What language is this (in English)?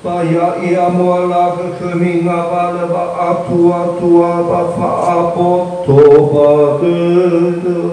Nias